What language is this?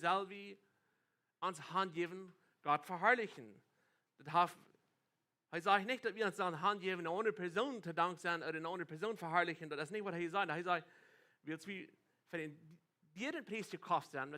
Plautdietsch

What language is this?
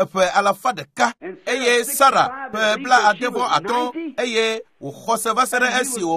Ewe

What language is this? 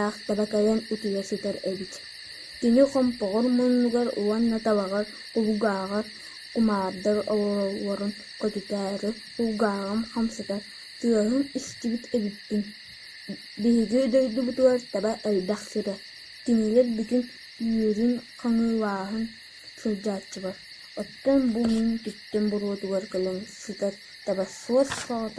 Yakut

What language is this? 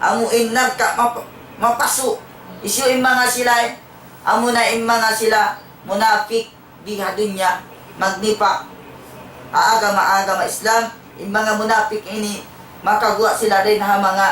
Tausug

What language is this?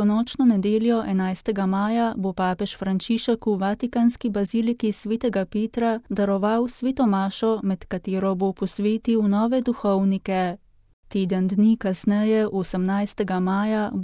Slovenian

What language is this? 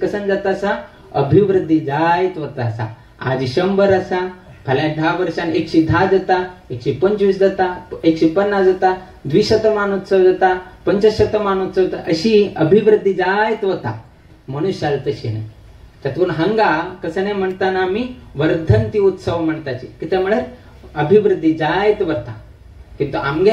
Konkani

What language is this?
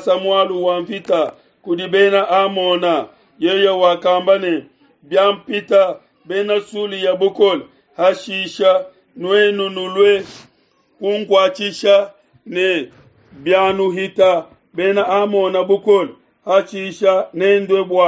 Luba-Lulua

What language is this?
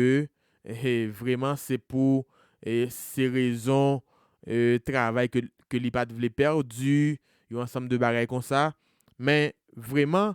Haitian Creole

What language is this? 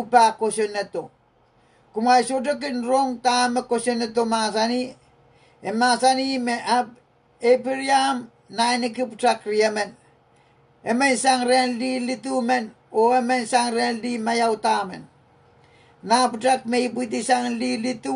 Pohnpeian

